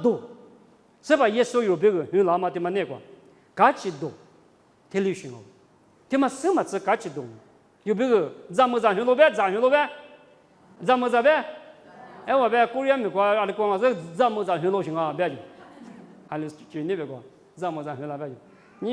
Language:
Lisu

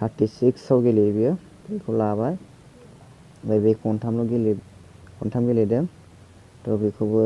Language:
Bodo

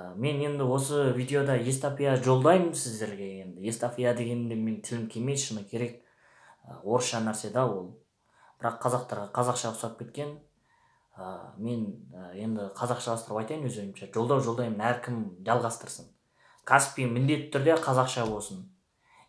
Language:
Kazakh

